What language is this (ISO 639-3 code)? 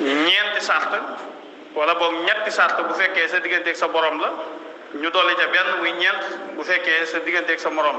wol